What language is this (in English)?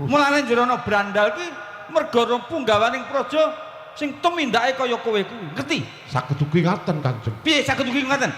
Javanese